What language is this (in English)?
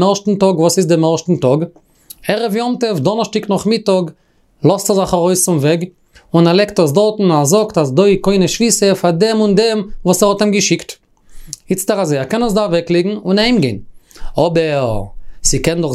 Yiddish